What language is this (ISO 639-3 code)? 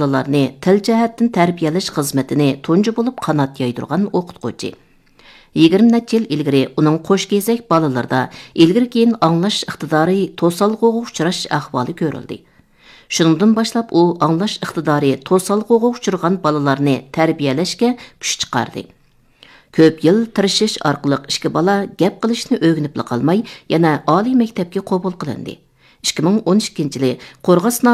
uig